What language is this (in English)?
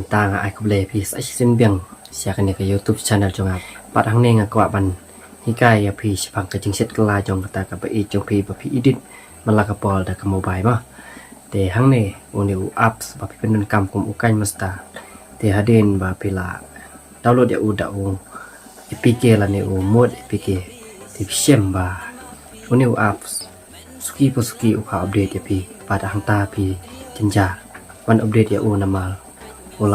Khasi